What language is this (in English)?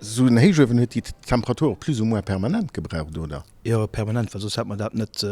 Luxembourgish